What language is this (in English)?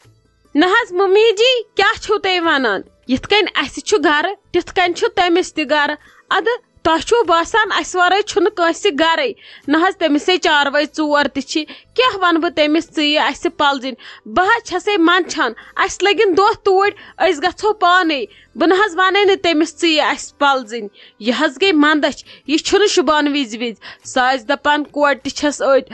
Kashmiri